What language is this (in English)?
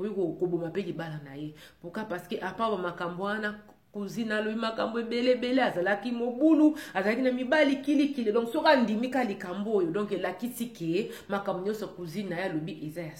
Lingala